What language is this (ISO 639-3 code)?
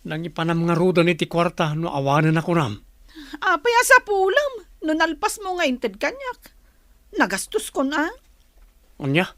ilo